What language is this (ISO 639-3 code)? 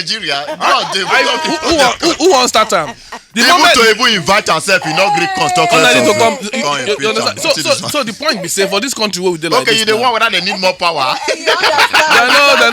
pcm